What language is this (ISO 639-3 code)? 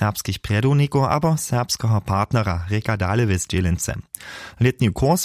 hsb